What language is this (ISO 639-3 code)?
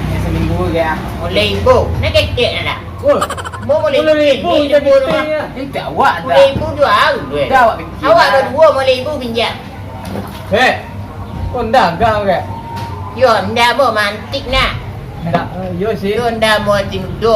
min